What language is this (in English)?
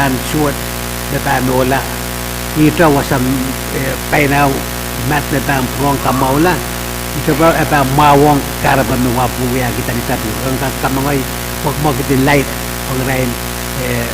Pohnpeian